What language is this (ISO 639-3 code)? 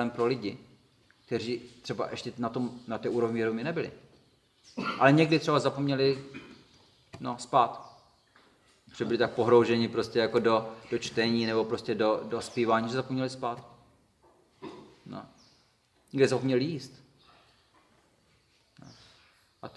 ces